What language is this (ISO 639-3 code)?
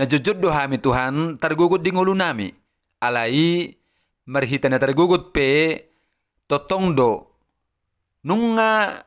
bbc